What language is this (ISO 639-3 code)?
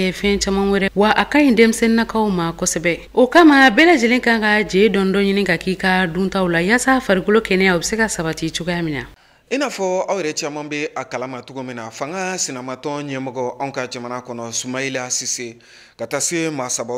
bam